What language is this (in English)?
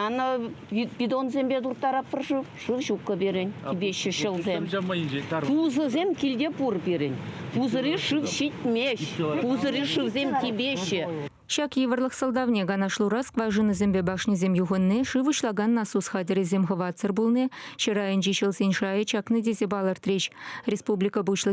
Chuvash